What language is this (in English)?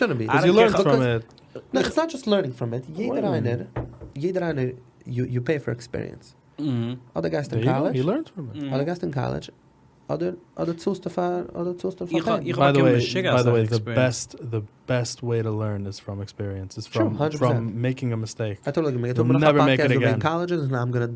Yiddish